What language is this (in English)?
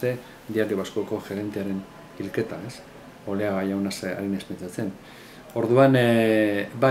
Basque